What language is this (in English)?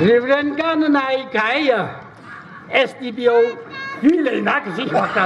Tangkhul Naga (India)